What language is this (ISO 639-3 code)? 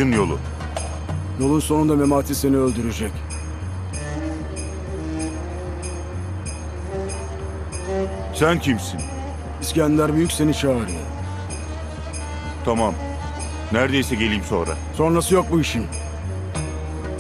tur